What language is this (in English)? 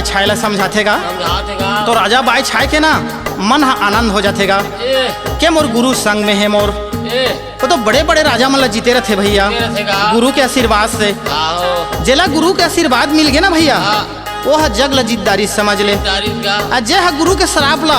Chhattisgarhi